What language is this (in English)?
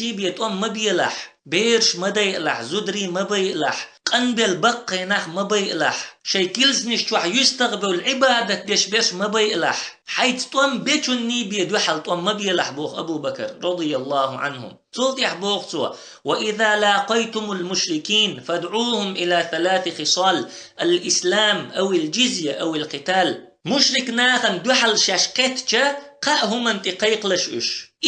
Chechen